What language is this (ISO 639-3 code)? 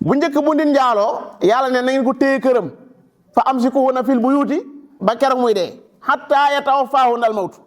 wol